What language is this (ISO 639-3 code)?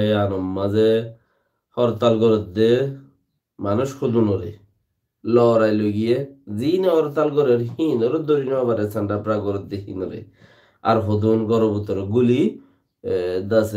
rhg